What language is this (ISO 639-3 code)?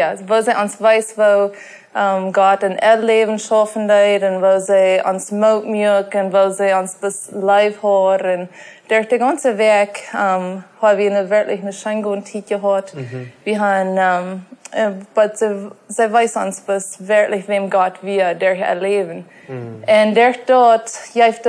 pdt